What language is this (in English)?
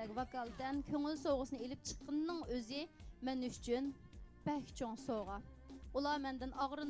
Uyghur